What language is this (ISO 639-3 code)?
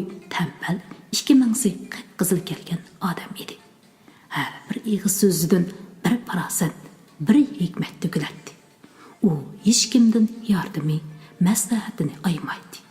uig